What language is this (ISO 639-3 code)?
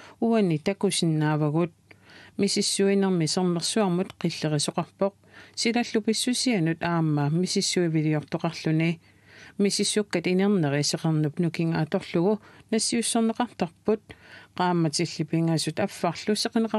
kal